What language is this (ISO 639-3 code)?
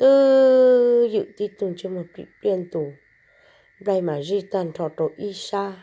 hmn